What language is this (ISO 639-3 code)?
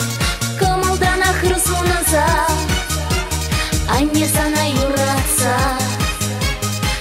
chv